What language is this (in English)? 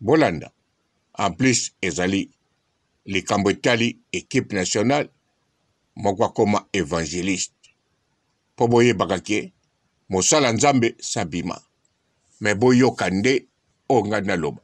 Lingala